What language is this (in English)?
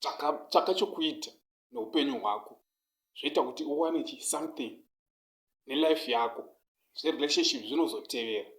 Shona